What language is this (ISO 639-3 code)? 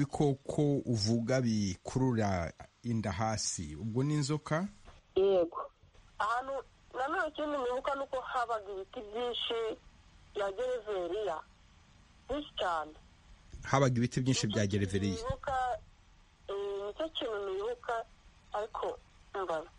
kin